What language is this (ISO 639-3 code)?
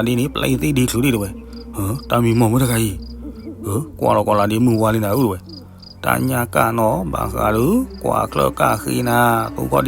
ksw